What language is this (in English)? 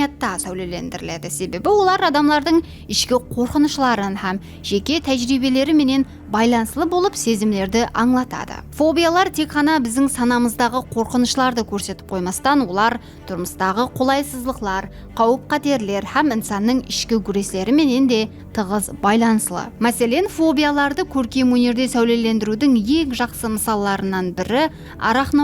Kara-Kalpak